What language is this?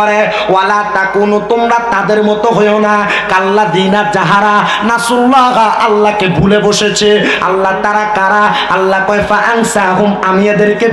Bangla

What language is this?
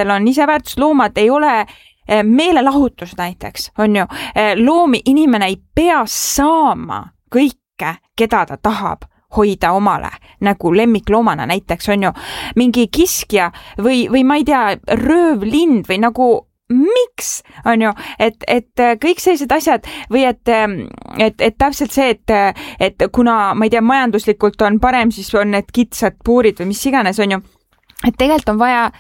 Estonian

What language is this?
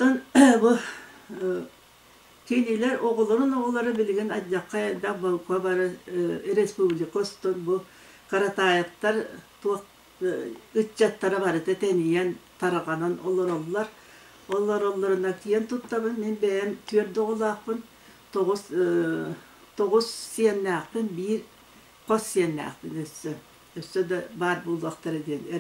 Yakut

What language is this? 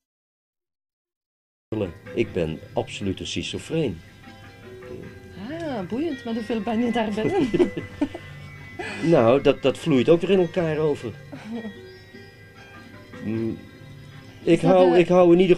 Dutch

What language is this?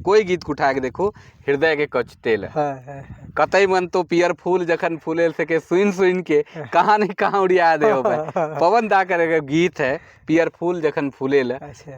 Sadri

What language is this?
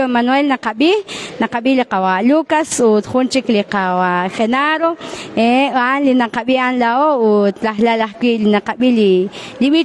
Kekchí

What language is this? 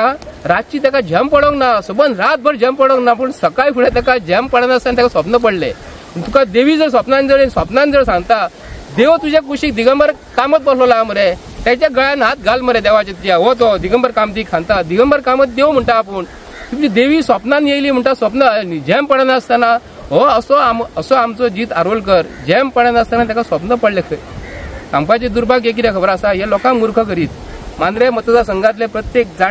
Konkani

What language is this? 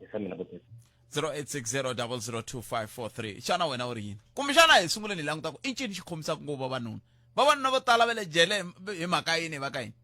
Tsonga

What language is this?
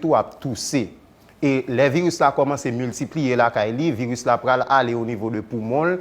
Haitian Creole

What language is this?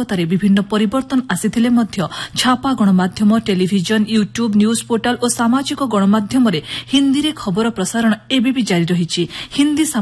Odia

